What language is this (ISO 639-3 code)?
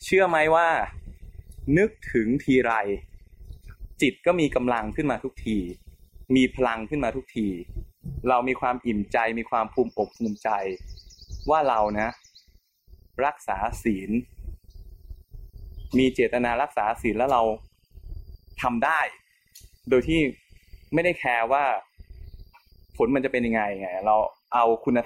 tha